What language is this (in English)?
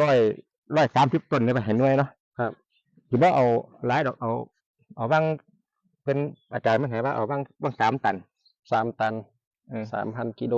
Northeastern Thai